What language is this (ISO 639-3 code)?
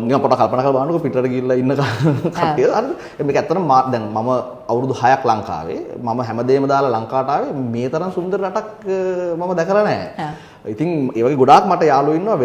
sin